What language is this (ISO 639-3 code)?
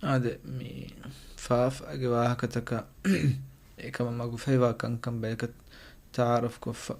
div